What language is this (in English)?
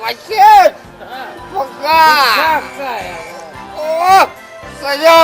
Chuvash